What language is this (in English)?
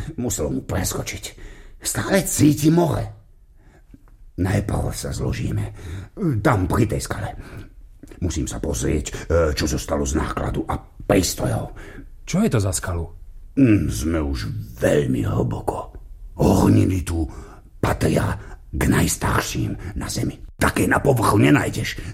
Slovak